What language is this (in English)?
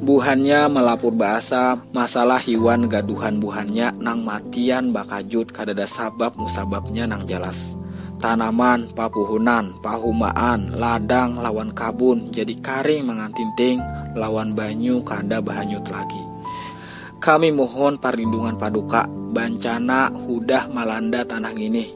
Banjar